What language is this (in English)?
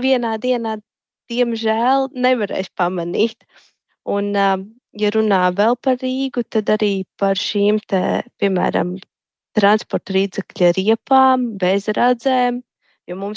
Latvian